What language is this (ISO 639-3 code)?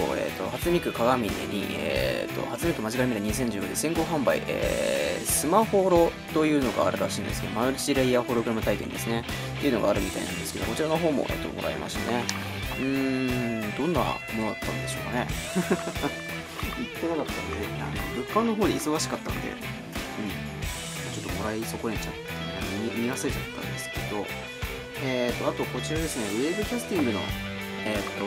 jpn